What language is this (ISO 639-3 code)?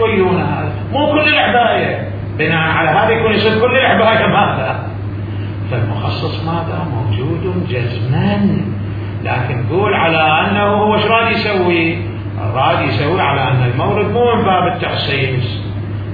acm